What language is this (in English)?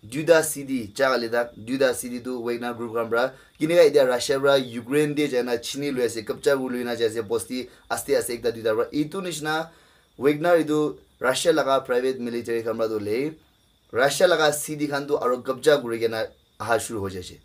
Naga Pidgin